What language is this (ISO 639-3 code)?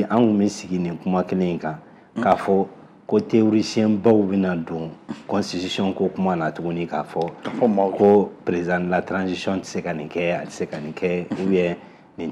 bam